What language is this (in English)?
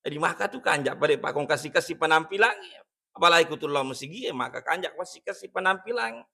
Buginese